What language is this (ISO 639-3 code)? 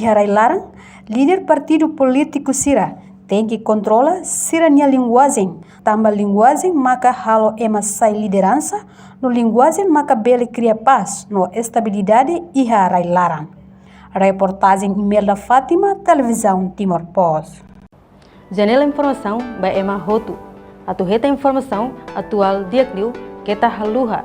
tet